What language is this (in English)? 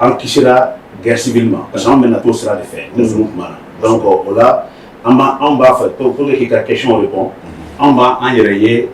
Bambara